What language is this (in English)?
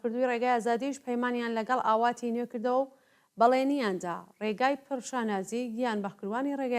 Central Kurdish